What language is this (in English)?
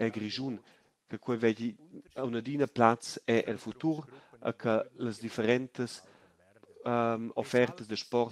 Romansh